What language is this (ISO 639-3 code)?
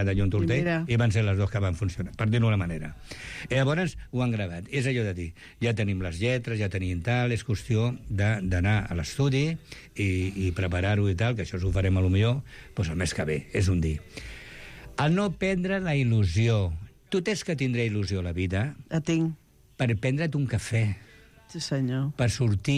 cat